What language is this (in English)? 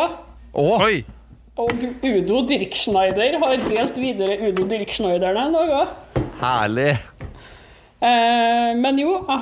Norwegian